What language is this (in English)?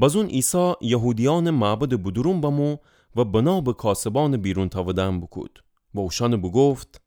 Gilaki